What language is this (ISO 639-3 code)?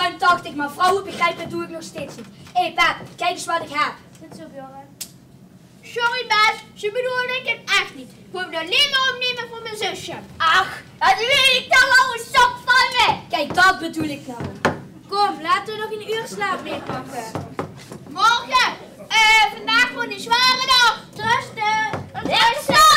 lim